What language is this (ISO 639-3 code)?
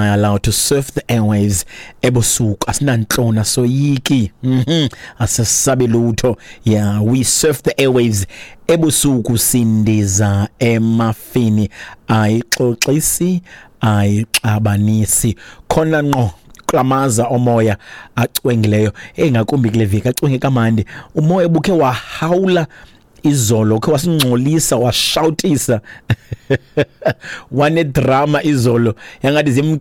xho